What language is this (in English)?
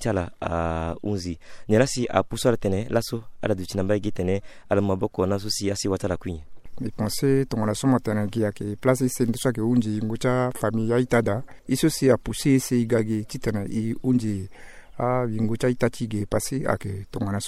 Sango